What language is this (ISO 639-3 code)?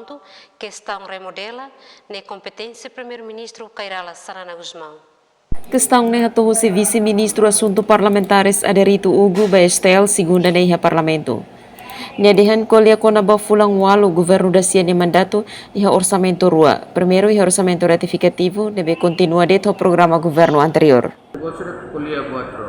tet